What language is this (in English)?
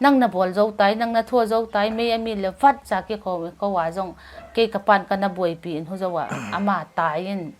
Paite Chin